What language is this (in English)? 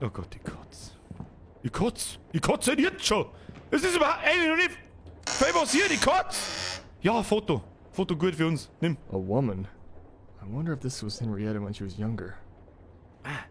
Bavarian